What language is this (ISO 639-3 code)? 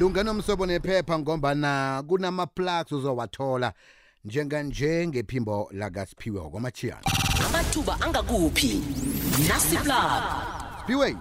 nbl